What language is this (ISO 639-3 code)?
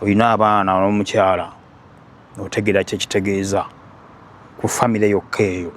lug